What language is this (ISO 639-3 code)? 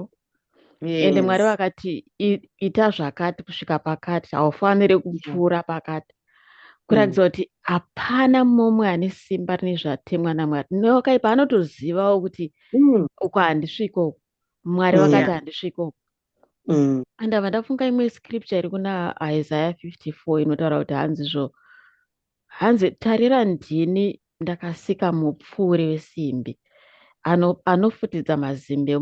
sna